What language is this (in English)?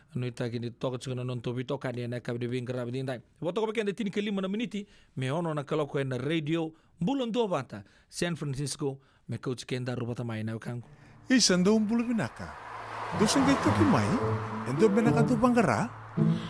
Fijian